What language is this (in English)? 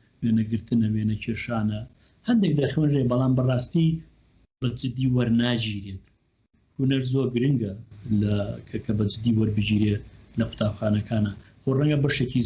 Central Kurdish